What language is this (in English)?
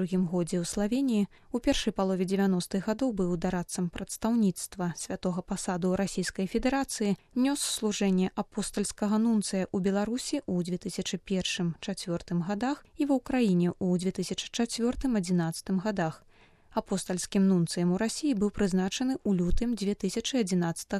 Belarusian